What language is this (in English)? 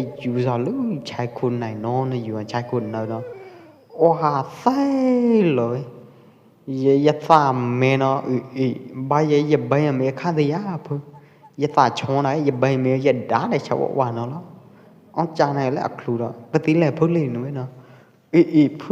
Pwo Eastern Karen